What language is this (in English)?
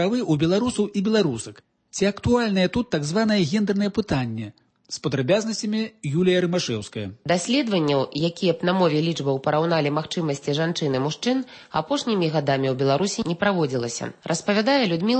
Belarusian